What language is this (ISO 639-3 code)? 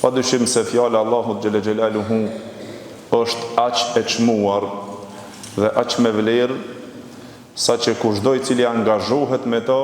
sqi